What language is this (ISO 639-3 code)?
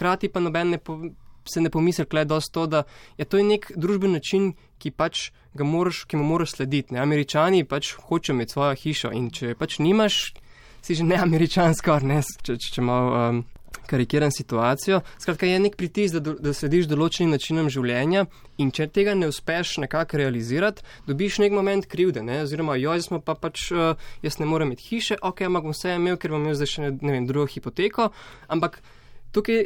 slv